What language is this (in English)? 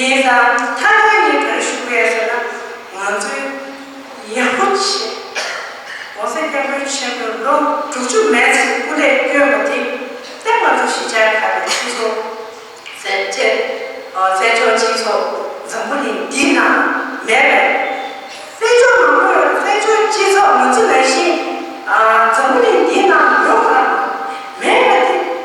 Tibetan